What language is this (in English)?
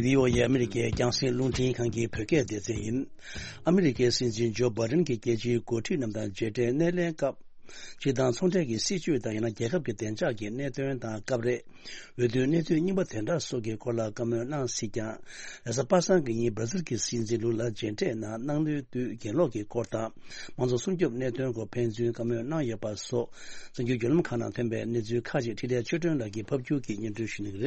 Tibetan